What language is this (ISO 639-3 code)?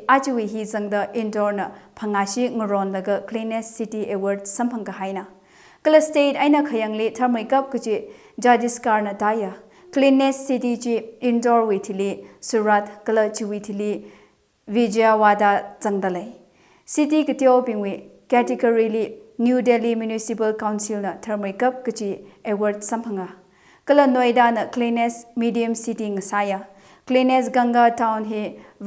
nmf